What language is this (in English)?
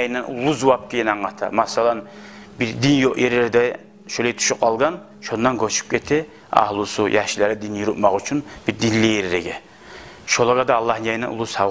Kumyk